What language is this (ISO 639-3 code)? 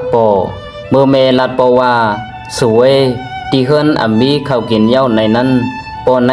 shn